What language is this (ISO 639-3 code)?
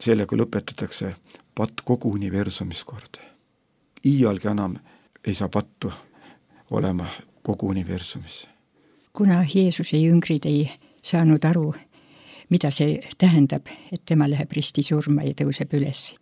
est